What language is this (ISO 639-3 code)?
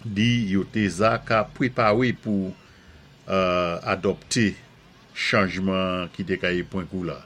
acf